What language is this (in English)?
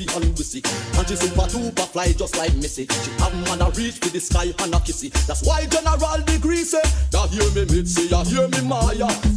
Jamaican Creole English